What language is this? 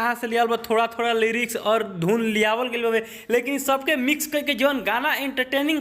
Bhojpuri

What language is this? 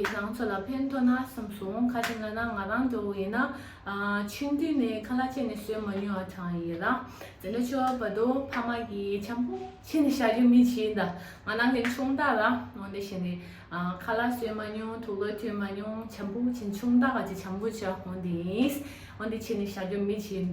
Tibetan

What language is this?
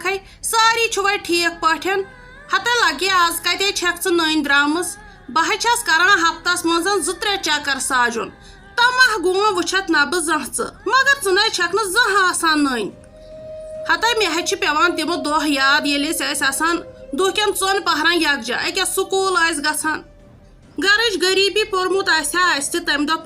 Kashmiri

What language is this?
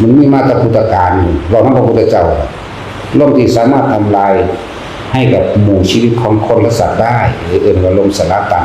Northeastern Thai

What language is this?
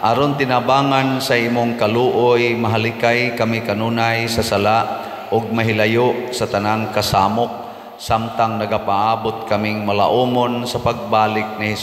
Cebuano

